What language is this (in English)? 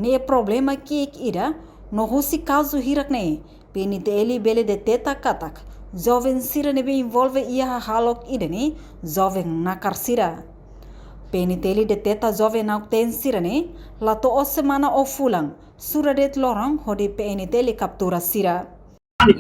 Tetum